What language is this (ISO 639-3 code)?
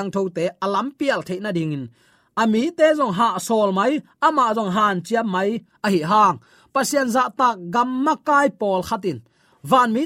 ctd